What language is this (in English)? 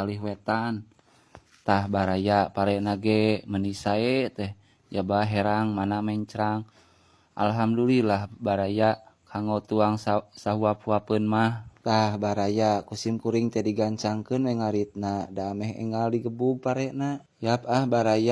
Sundanese